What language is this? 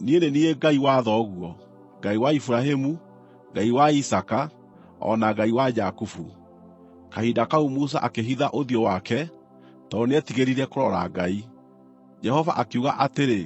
Kikuyu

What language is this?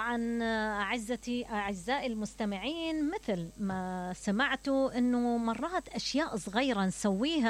Mesopotamian Arabic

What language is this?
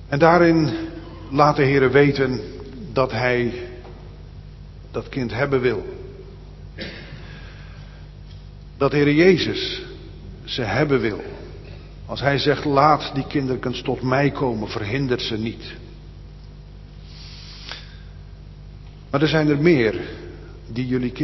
Dutch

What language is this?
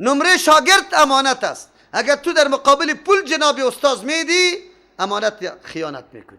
Persian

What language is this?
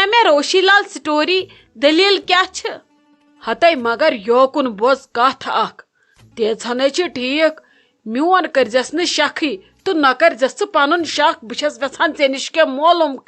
Kashmiri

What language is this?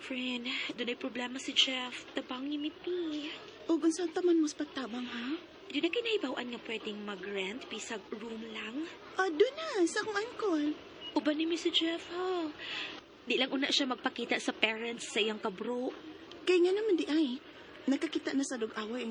Cebuano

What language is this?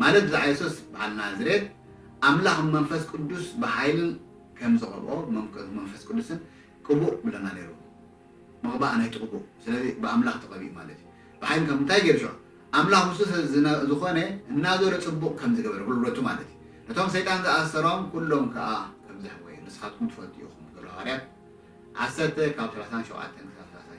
Tigrinya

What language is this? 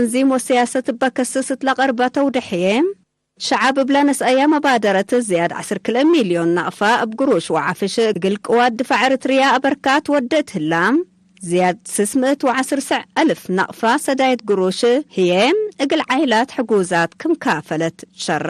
Tigre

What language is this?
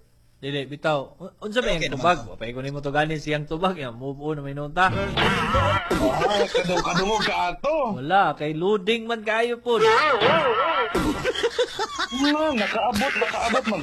Cebuano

